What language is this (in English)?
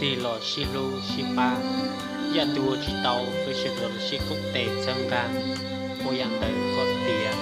Hmong